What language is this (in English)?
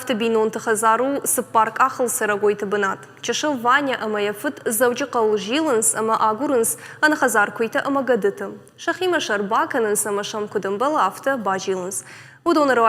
Ossetic